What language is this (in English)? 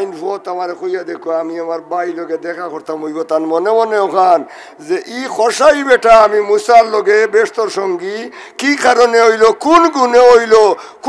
Sylheti